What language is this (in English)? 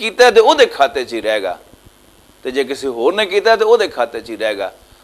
Western Panjabi